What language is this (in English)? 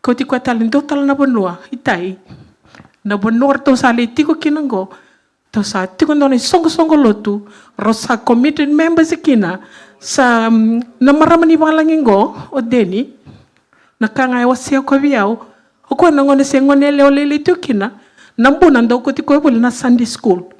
Fijian